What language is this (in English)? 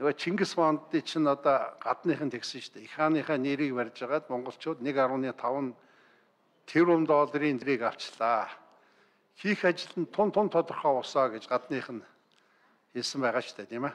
Mongolian